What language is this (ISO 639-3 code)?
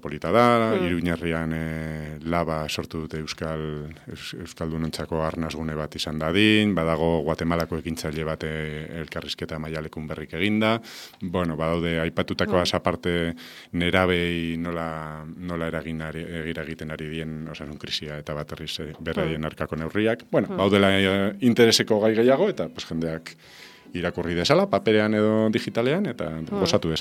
eus